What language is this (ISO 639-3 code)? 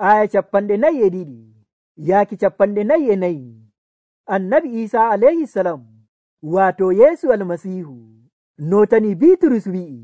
fuv